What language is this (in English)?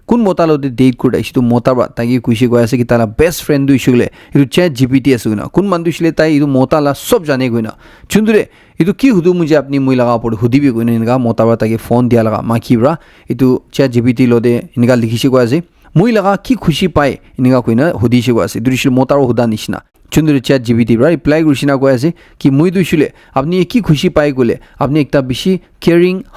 Naga Pidgin